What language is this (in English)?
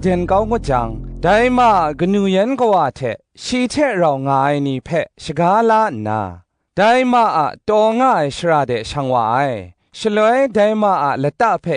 Kachin